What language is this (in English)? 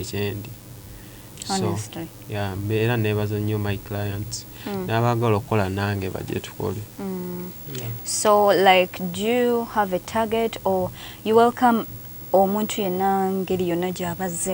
Ganda